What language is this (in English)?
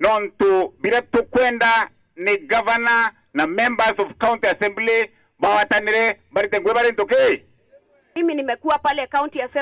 Meru